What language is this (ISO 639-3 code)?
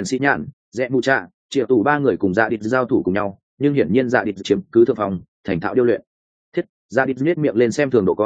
vie